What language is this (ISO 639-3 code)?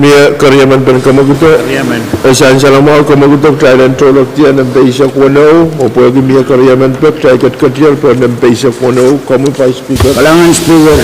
pon